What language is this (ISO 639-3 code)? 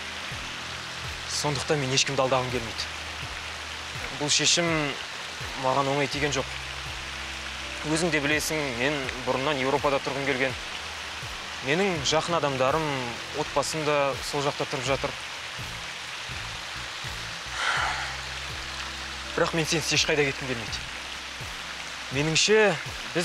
kaz